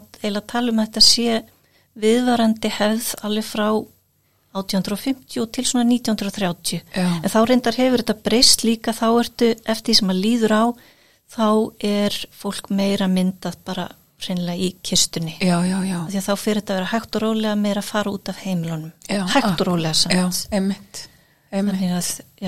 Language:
Icelandic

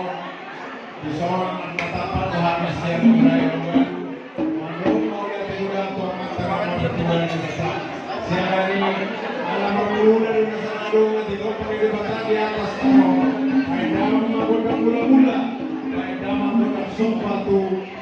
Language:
Batak Toba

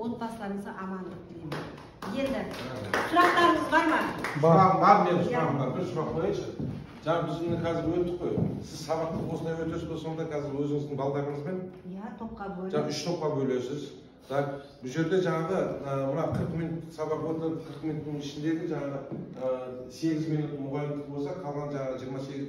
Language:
Kazakh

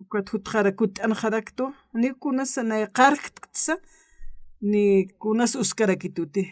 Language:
Aymara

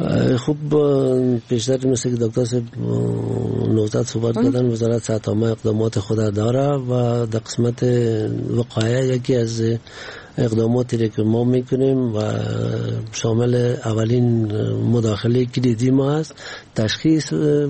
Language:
Persian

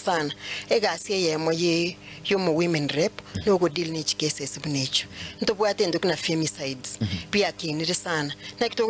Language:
Gusii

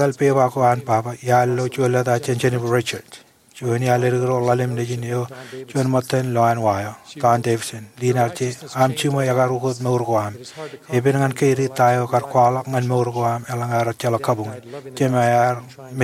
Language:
Marshallese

